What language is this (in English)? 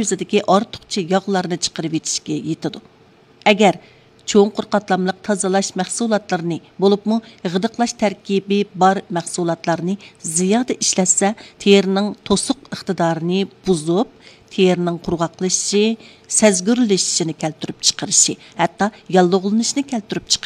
Uyghur